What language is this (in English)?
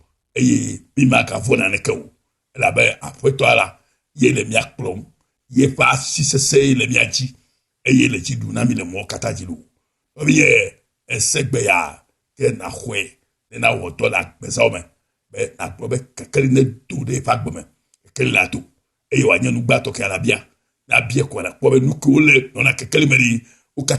Ewe